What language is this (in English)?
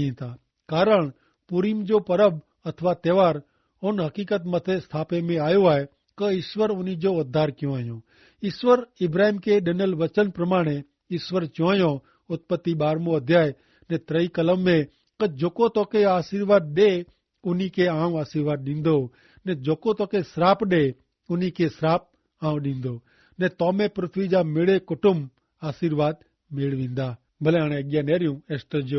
Kachhi